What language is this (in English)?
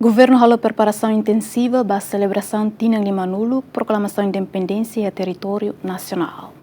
Tetum